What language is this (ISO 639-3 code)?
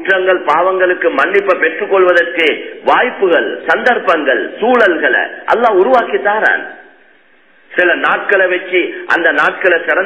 tam